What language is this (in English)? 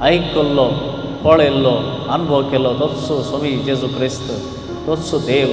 Konkani